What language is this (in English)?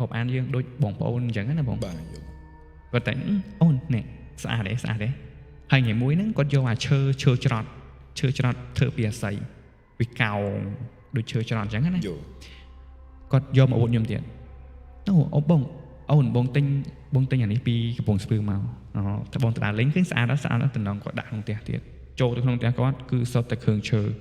Khmer